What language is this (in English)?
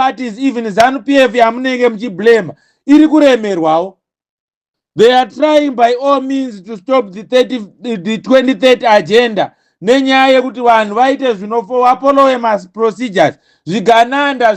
Shona